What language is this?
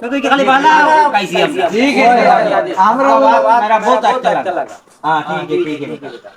Sylheti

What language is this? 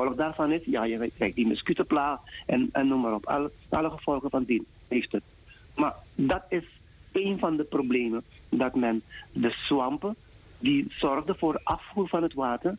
Dutch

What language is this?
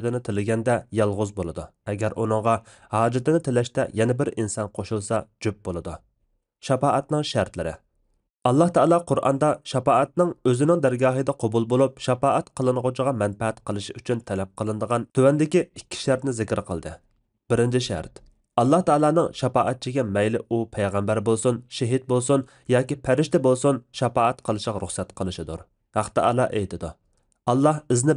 Uyghur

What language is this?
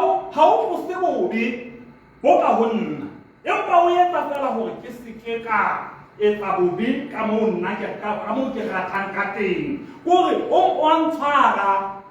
Southern Sotho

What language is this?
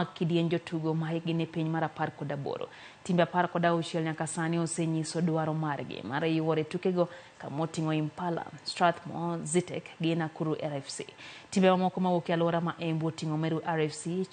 Luo (Kenya and Tanzania)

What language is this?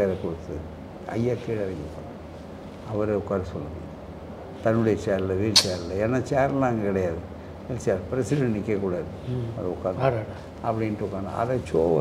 Tamil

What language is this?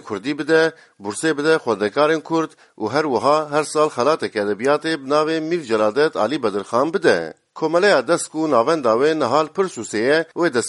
Kurdish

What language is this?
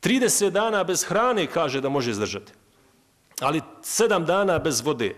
Bosnian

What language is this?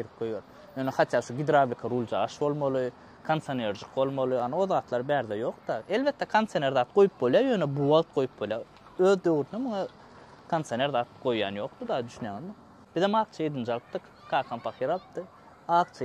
Turkmen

